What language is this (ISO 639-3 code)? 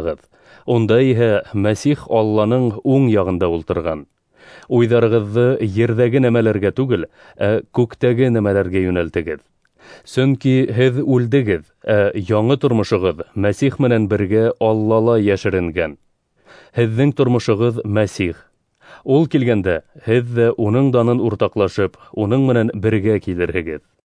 bak